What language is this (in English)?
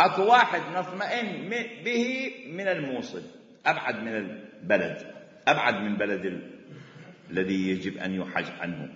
Mesopotamian Arabic